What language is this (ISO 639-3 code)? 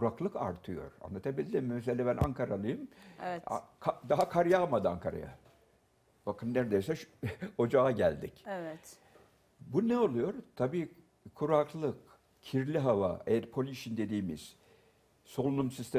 tur